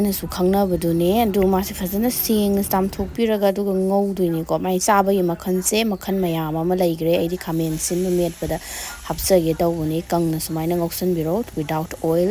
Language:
Manipuri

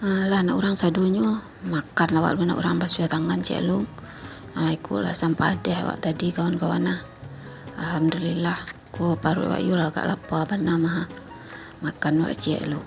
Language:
Minangkabau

